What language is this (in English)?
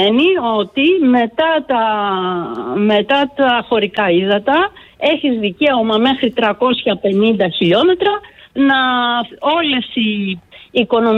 Greek